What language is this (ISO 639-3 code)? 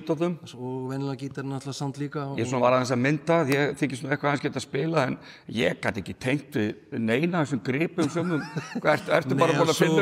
isl